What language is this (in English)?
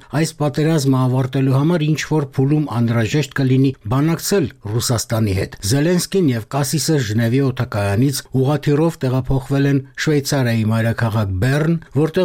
Armenian